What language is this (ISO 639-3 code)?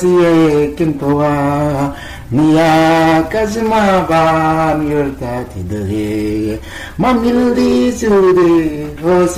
mfz